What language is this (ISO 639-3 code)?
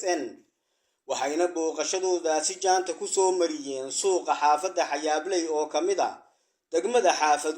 som